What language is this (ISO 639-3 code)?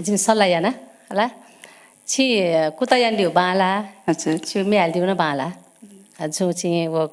new